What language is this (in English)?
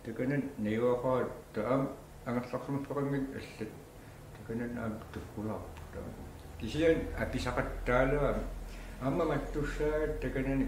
Kalaallisut